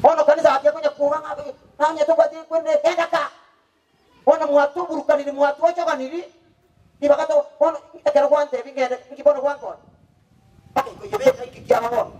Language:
Gusii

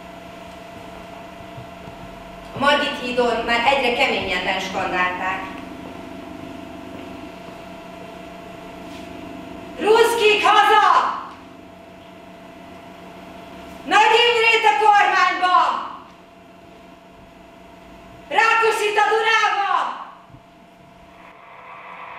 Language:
Hungarian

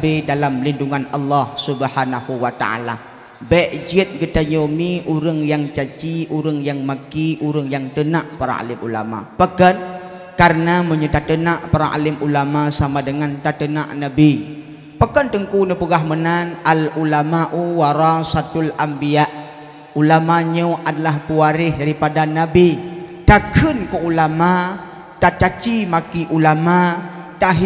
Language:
Achinese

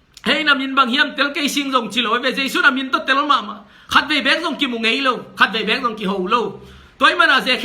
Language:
Tedim Chin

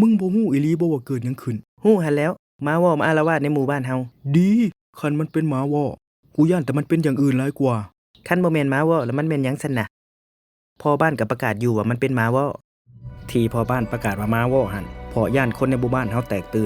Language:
Lao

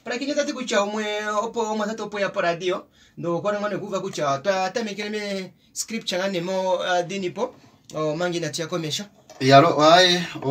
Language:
Kuanyama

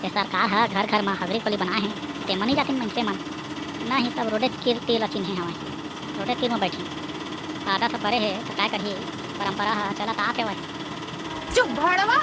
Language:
Chhattisgarhi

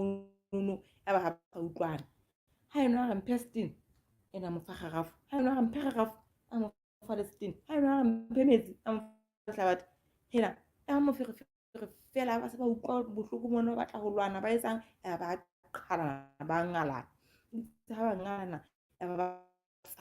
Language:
Southern Sotho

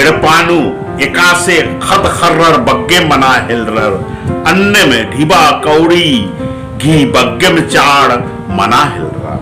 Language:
Kurukh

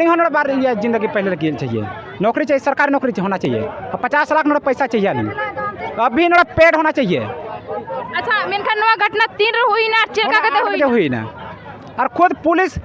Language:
Santali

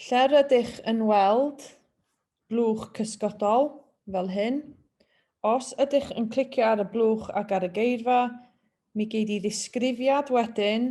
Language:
Welsh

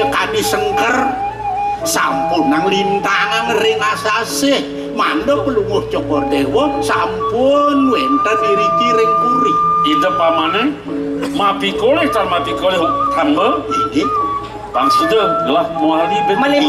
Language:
Balinese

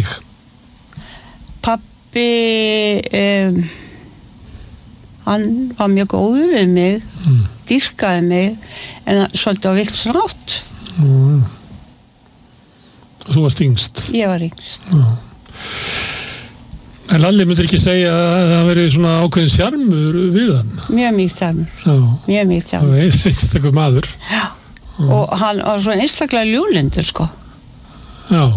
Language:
Icelandic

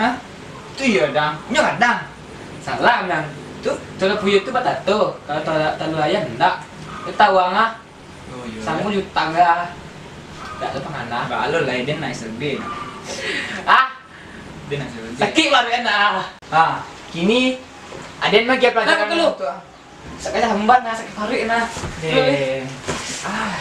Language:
Minangkabau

